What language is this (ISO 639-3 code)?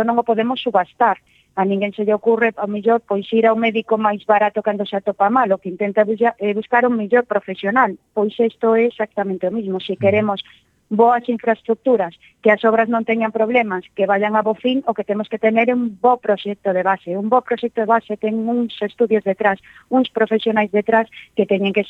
glg